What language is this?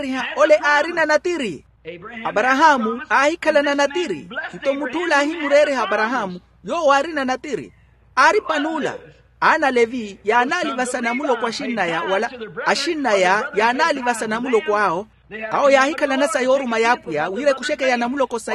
Makhuwa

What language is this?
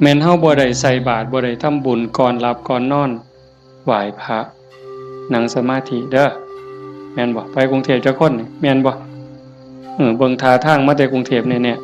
Northeastern Thai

